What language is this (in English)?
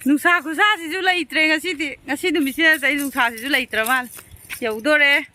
Manipuri